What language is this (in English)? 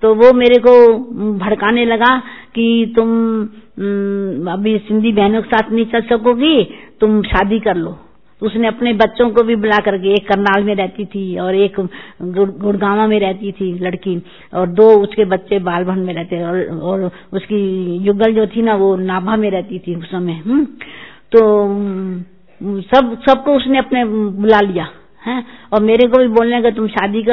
Hindi